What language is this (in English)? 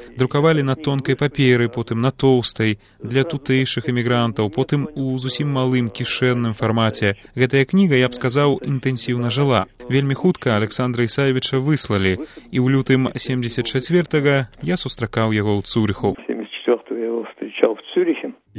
Belarusian